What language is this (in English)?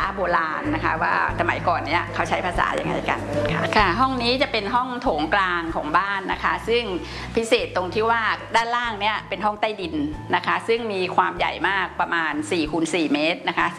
Thai